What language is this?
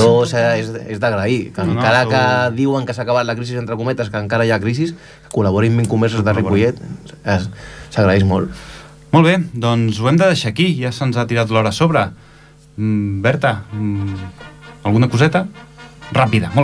Catalan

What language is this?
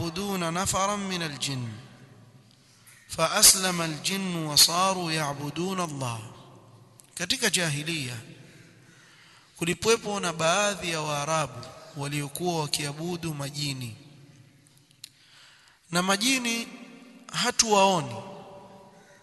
Swahili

